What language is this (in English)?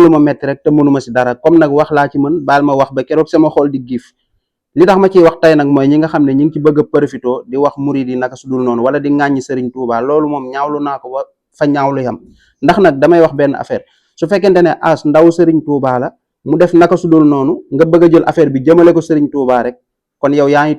Wolof